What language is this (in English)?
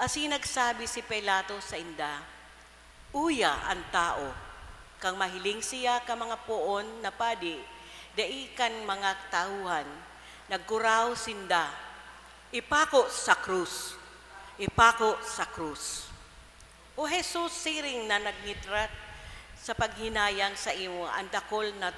Bikol